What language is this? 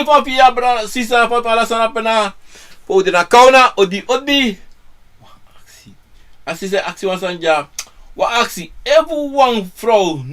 Sranan Tongo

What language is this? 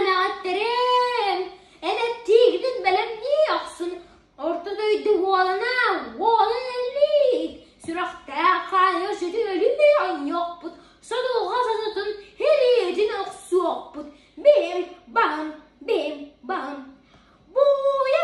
Yakut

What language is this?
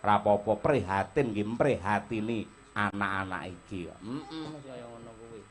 Javanese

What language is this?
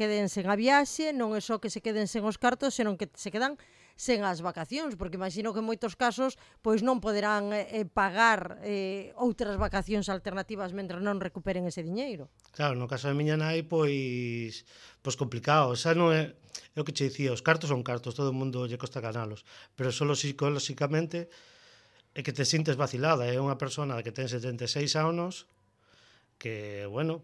Galician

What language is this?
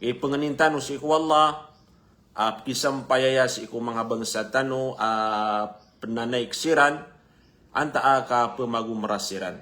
Maranao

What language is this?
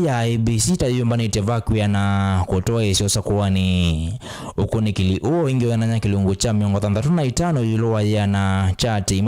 Kamba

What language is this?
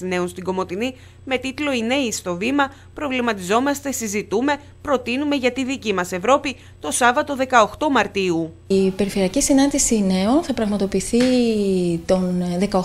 Greek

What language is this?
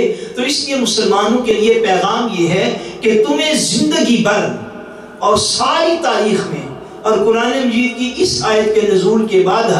Urdu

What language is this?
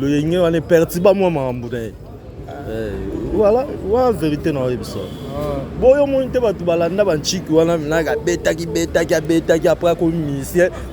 Lingala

